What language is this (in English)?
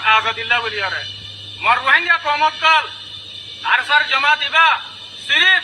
Rohingya